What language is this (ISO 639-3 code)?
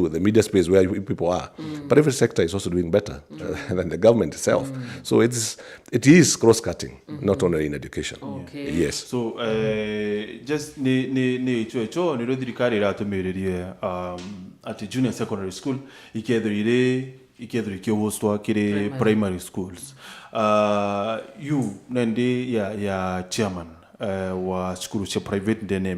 mer